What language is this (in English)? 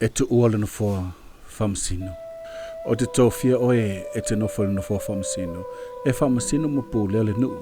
Samoan